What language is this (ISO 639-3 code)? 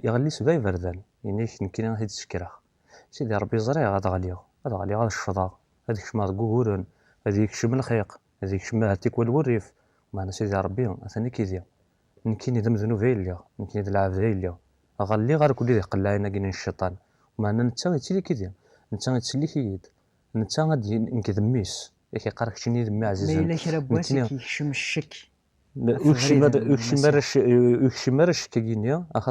kab